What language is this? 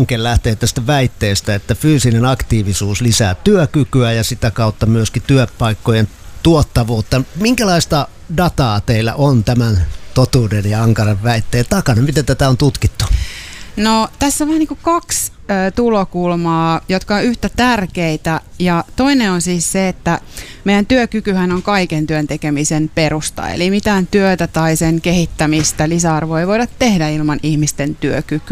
Finnish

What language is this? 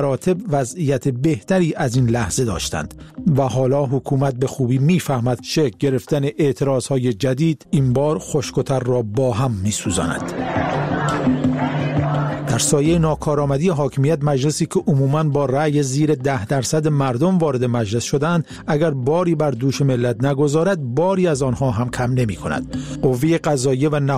Persian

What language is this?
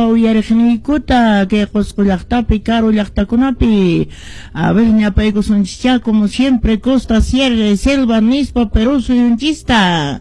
Quechua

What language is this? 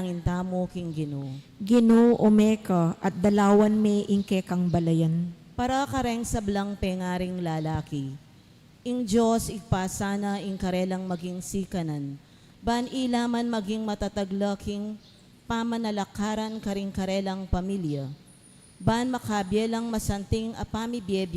Pampanga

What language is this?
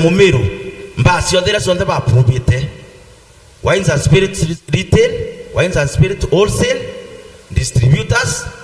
Meru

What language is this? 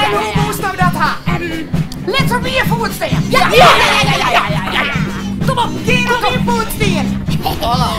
Western Frisian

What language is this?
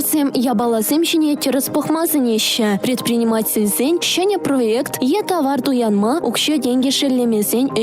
Chuvash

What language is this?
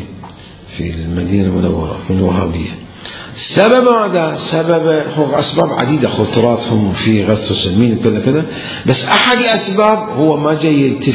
Mesopotamian Arabic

